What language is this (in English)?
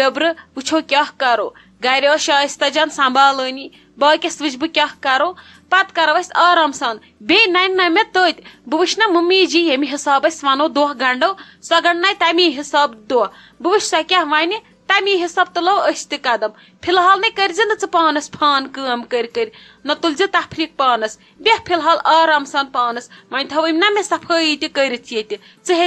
Kashmiri